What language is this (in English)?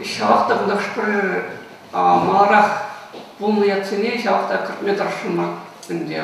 Chuvash